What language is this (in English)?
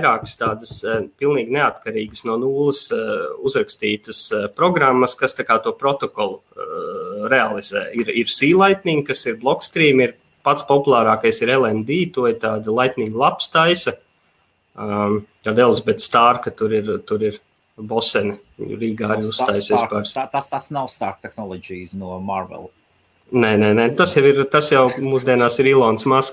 Latvian